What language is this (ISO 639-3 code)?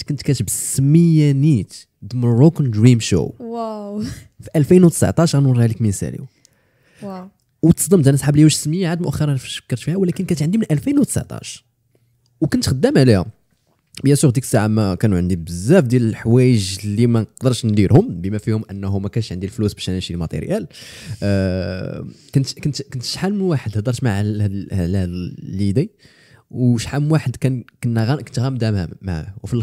ary